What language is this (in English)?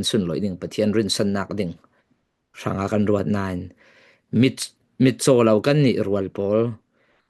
Falam Chin